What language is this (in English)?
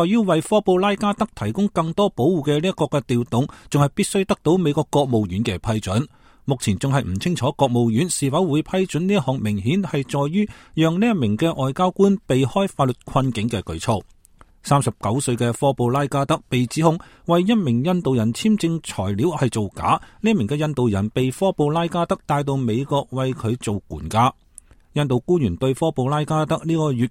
Cantonese